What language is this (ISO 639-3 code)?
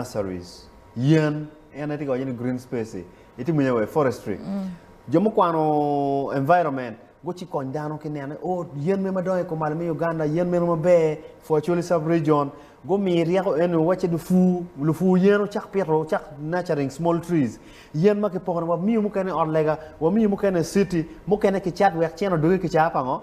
ach